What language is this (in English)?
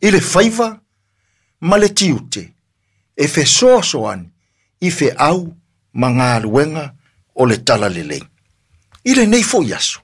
Samoan